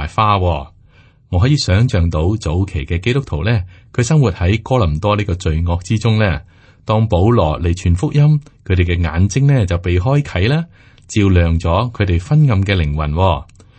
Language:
Cantonese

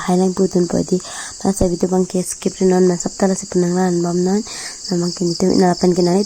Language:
Karbi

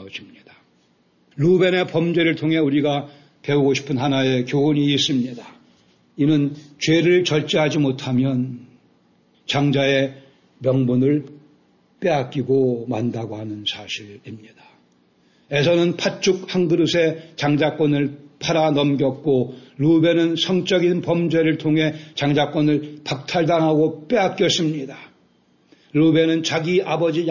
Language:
Korean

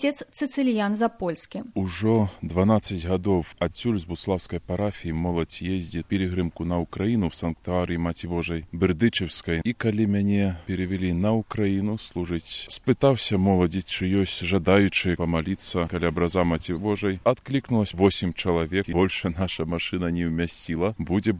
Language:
Belarusian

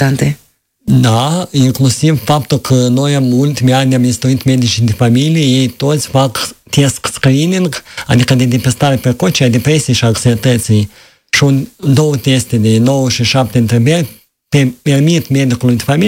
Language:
Romanian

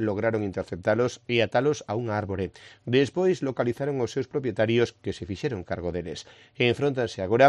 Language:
Galician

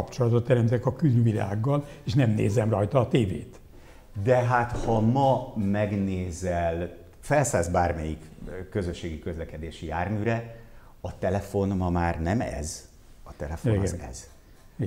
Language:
Hungarian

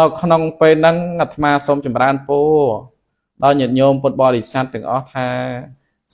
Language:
Khmer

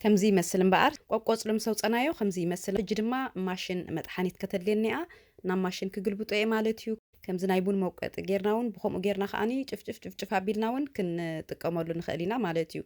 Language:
Tigrinya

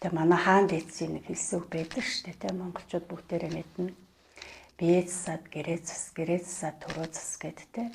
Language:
Mongolian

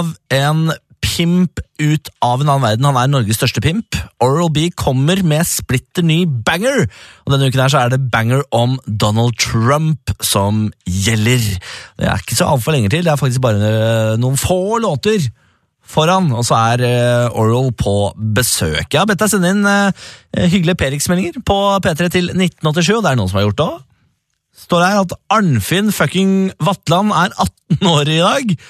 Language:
Norwegian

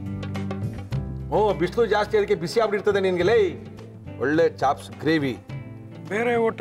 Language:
Kannada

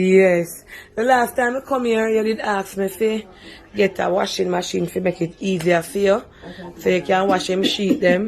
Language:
Jamaican Creole English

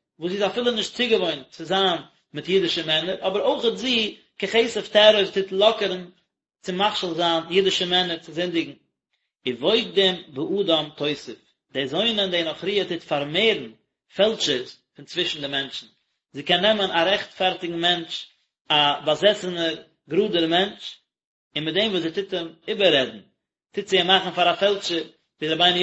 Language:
Yiddish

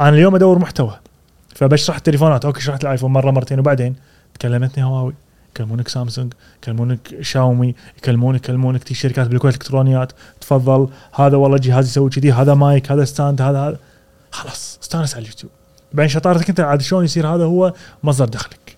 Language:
Gulf Arabic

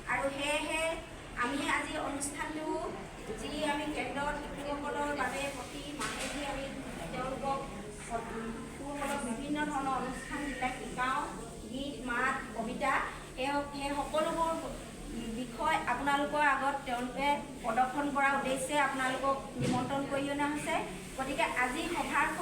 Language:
Assamese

